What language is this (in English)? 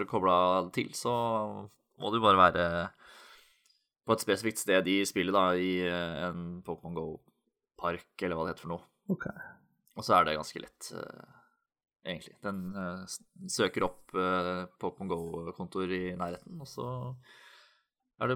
Norwegian